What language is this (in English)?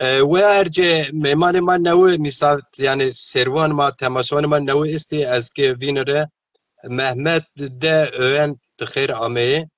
Zaza